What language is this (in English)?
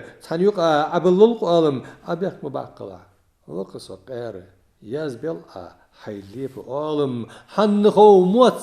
Ingush